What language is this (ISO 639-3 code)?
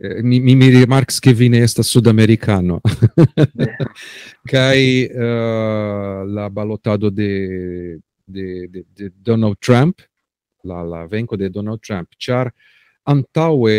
epo